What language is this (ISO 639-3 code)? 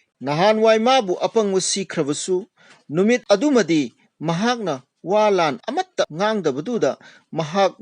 mni